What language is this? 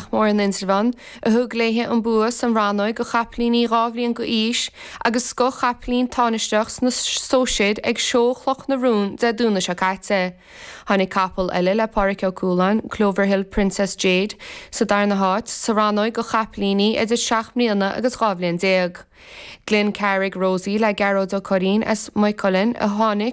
Irish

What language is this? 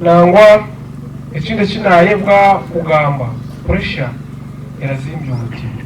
Nyankole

